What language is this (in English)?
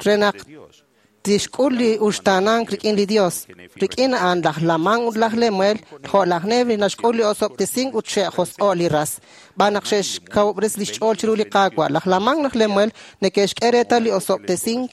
Kekchí